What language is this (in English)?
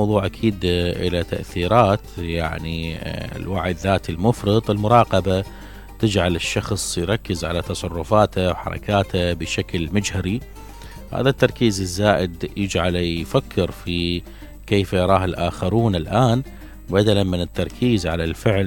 Mesopotamian Arabic